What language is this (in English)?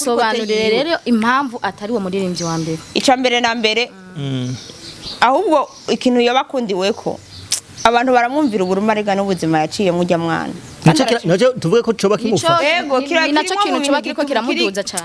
Rundi